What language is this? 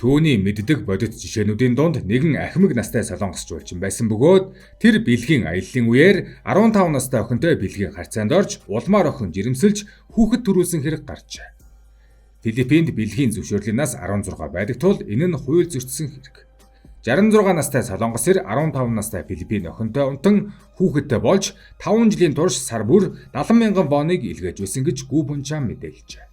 Mongolian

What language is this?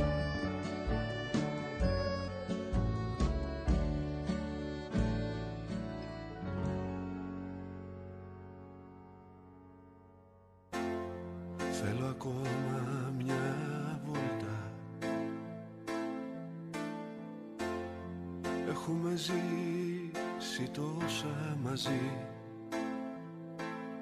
Greek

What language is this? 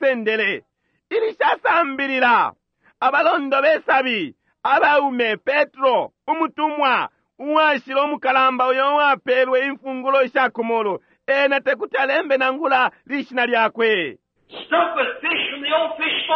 Bemba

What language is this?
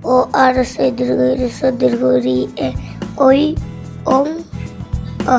Santali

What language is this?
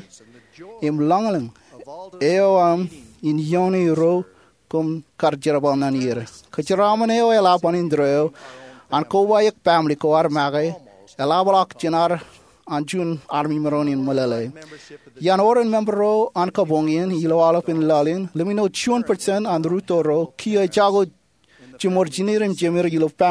Marshallese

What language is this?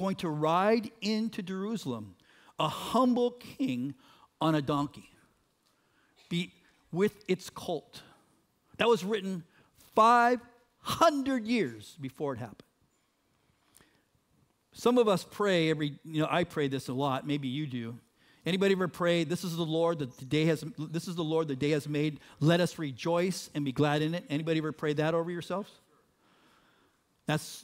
English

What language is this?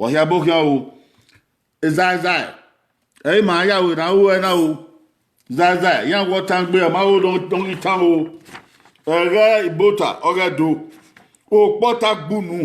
Bini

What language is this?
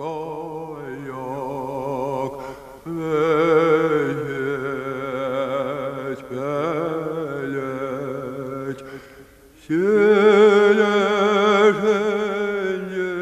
Chuvash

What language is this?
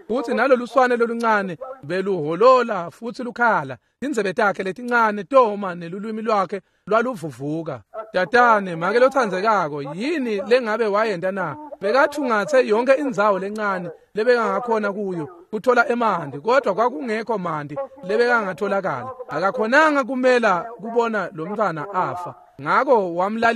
Swati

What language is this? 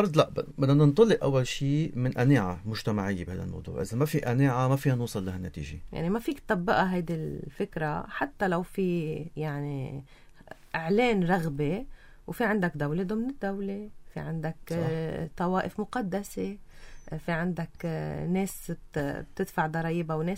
North Levantine Arabic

